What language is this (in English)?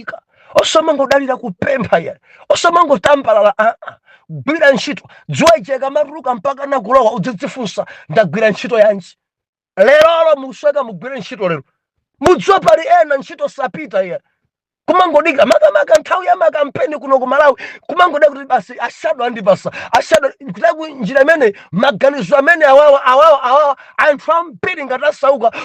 Nyanja